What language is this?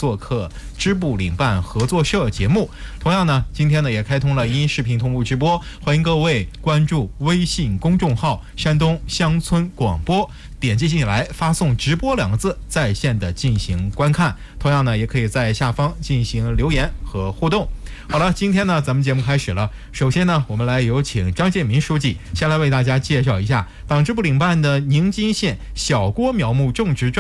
Chinese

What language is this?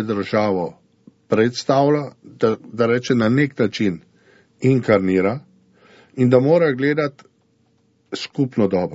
Slovenian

